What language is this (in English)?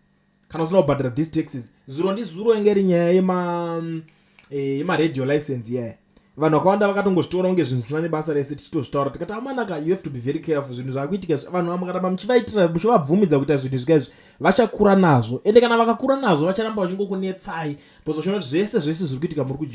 Shona